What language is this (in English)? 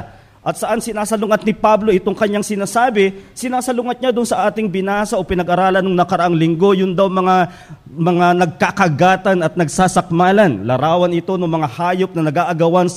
Filipino